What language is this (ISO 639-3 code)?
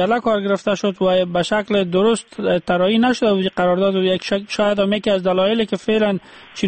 fas